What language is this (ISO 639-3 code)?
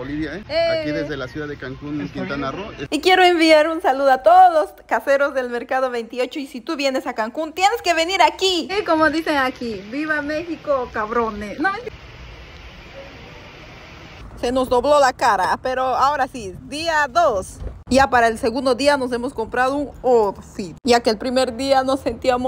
spa